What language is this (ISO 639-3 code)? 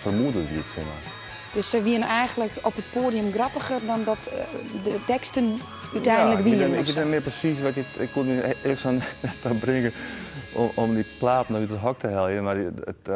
fry